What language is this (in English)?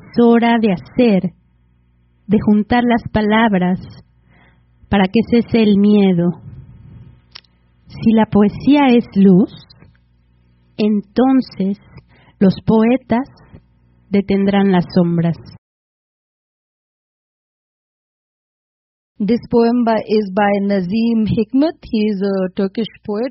Spanish